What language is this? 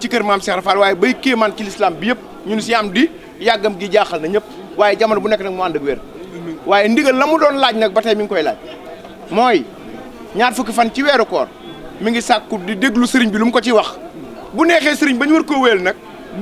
Wolof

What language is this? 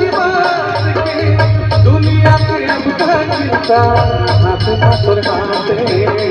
Chhattisgarhi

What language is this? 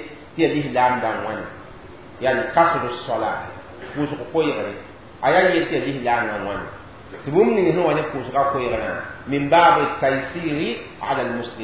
Mossi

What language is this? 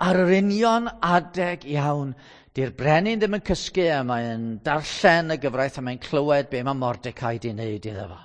Welsh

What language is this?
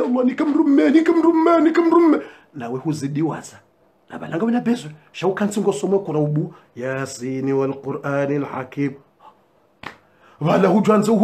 Swahili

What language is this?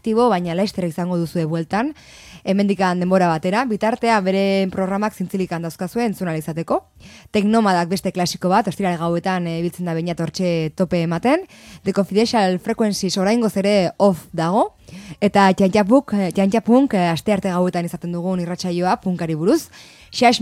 Basque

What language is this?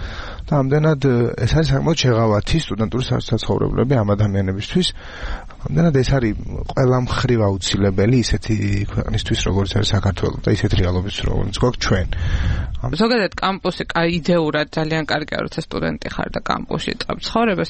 Georgian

